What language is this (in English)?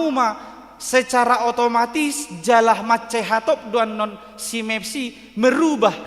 Batak Toba